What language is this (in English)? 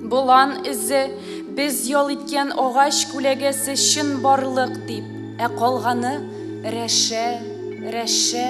Tatar